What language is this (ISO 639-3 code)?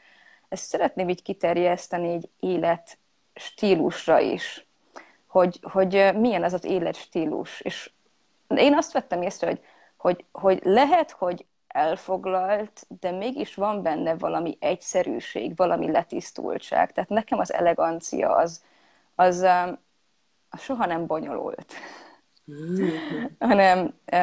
hun